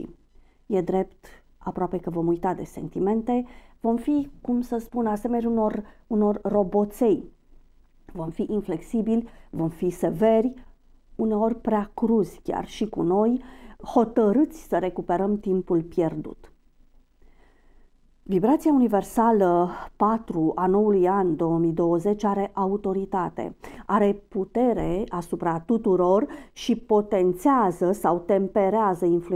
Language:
Romanian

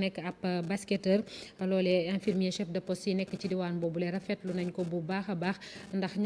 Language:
Wolof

